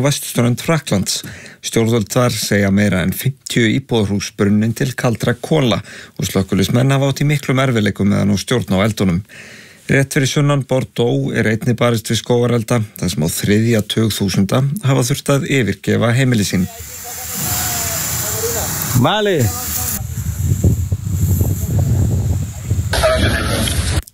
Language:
Icelandic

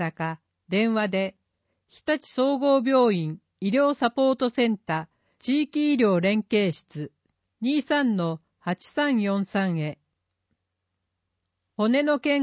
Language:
Japanese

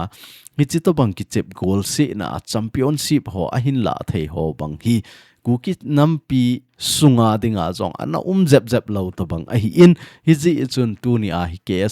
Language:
Thado Chin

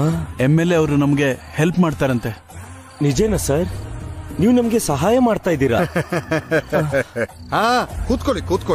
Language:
Kannada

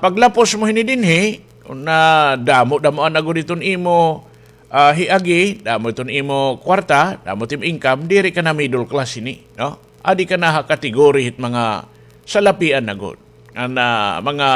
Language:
Waray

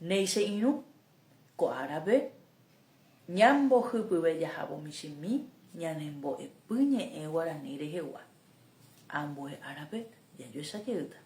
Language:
Guarani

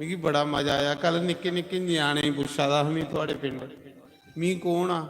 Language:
Dogri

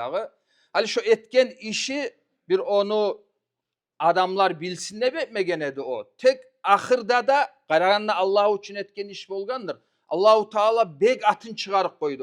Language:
Kumyk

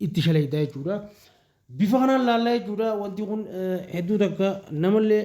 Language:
Oromo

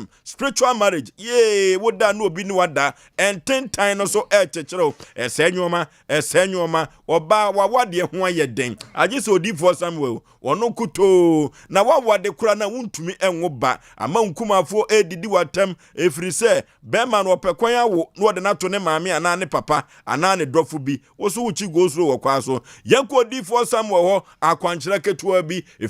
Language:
Akan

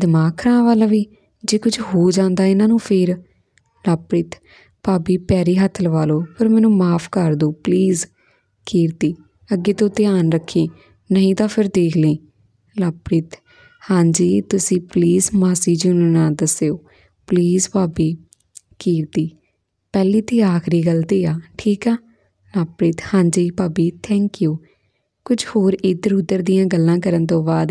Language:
Punjabi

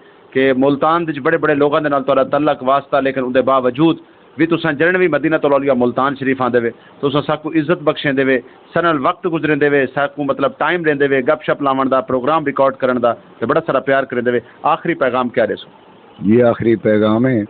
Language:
Saraiki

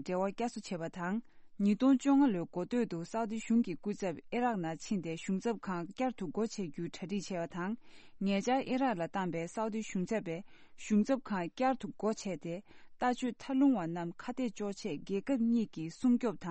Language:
Tibetan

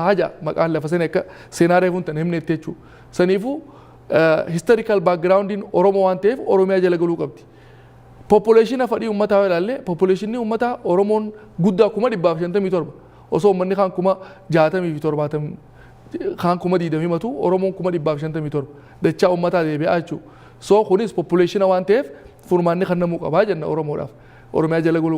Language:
Oromo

